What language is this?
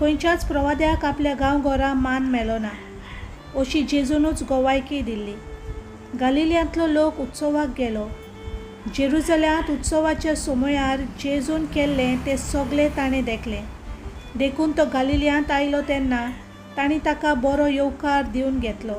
Konkani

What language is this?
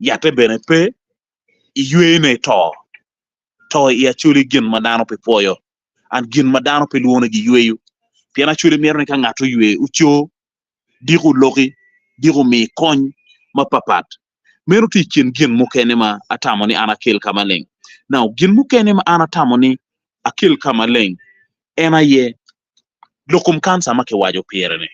Acoli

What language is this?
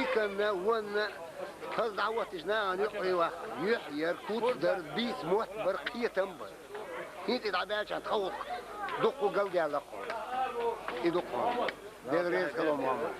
Chechen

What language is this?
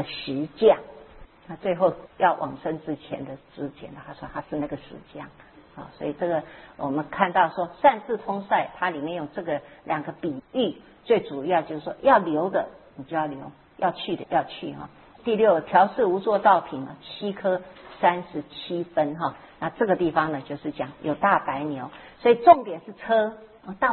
Chinese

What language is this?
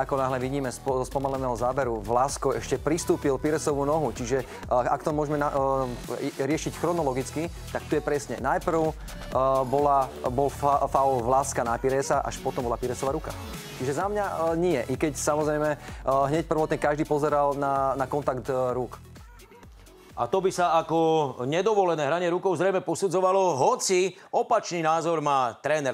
Slovak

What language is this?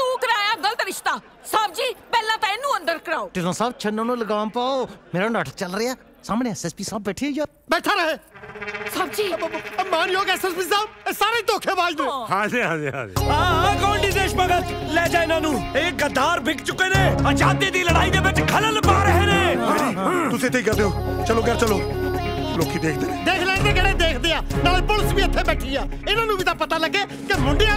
Punjabi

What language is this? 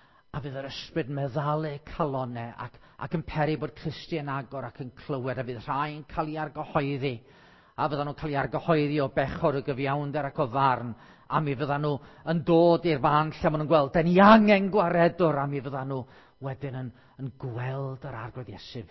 Welsh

